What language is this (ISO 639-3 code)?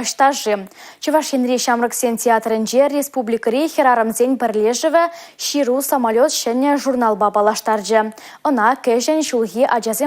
chv